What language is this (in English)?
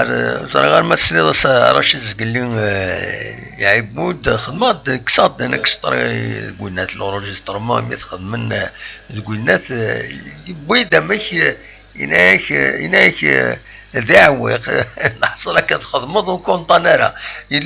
Kabyle